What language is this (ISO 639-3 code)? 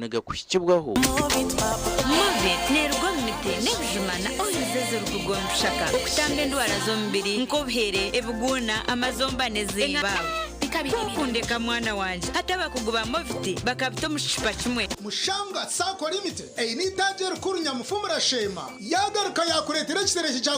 nyn